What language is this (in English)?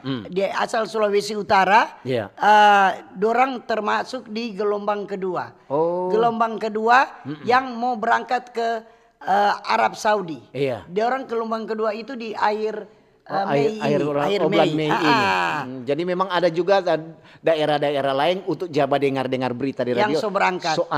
Manado Malay